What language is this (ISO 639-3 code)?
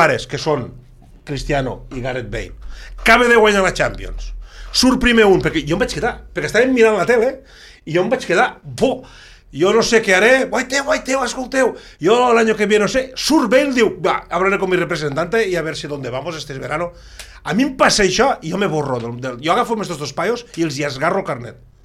cat